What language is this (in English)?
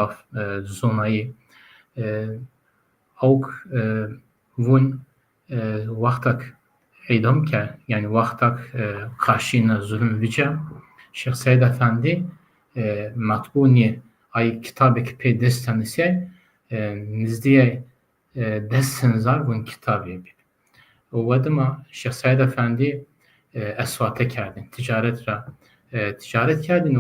Zaza